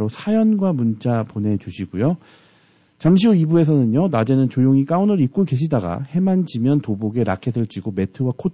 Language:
Korean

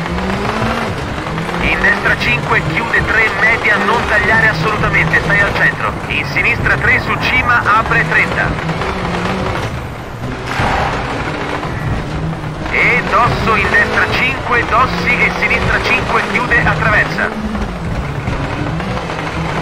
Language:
Italian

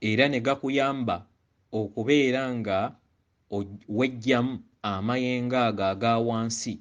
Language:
Ganda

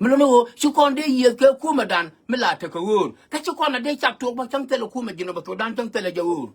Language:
Nuer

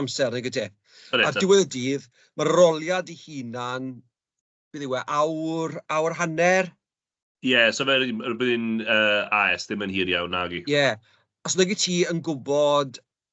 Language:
Welsh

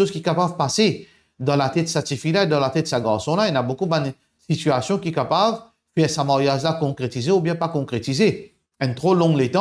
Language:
Morisyen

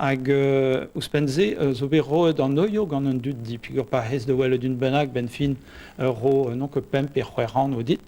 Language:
Breton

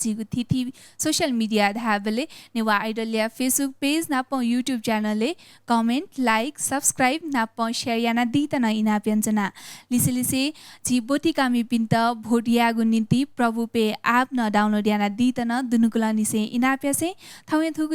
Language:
Newari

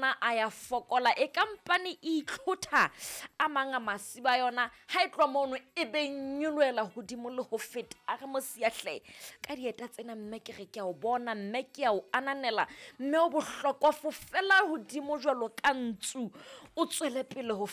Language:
Southern Sotho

